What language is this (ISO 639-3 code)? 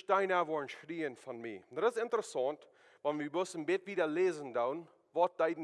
pdt